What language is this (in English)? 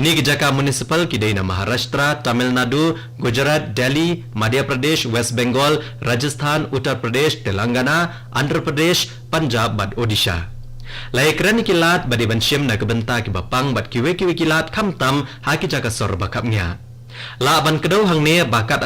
Khasi